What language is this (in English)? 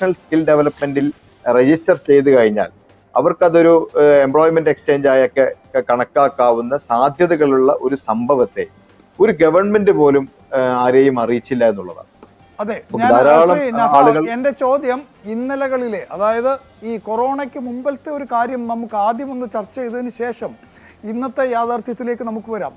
Malayalam